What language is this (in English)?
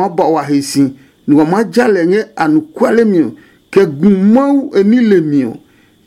Adangme